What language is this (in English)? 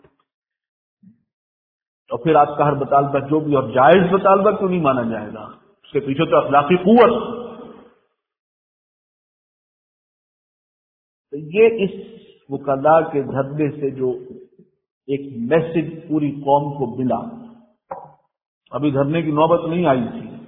Urdu